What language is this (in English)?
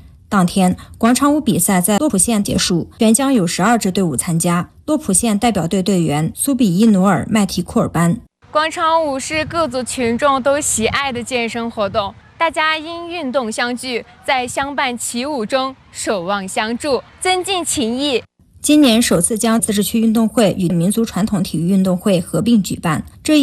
Chinese